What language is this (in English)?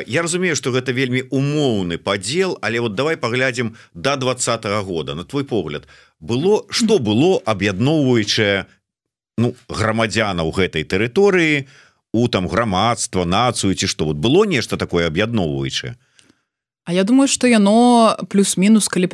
Belarusian